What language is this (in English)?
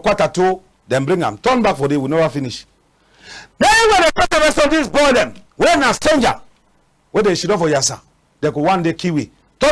Cameroon Pidgin